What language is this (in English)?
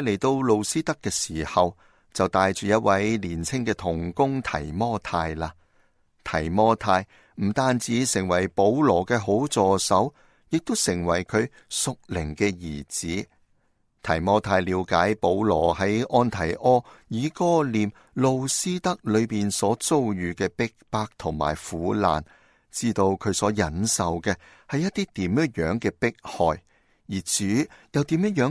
Cantonese